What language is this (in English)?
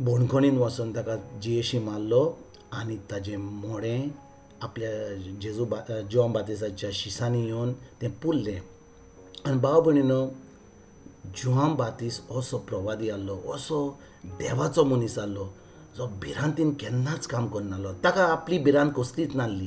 Konkani